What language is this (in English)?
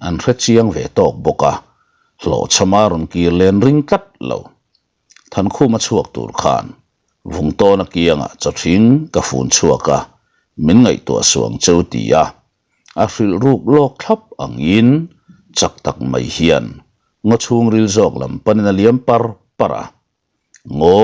Mizo